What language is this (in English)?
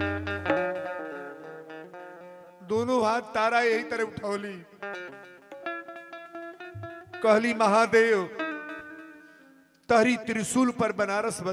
Bhojpuri